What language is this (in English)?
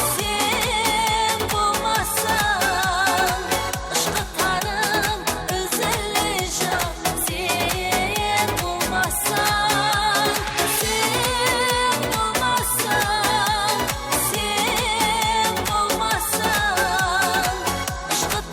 Kara-Kalpak